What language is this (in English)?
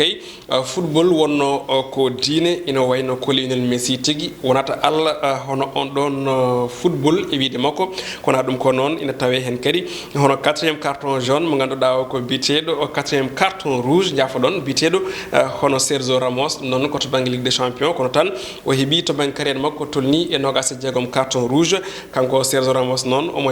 Fula